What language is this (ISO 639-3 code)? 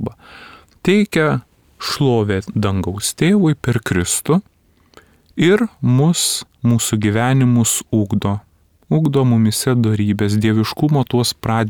lit